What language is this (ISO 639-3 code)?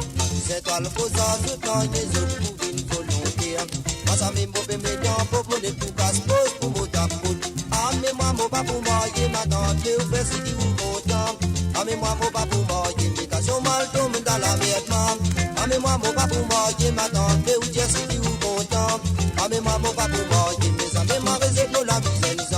mfe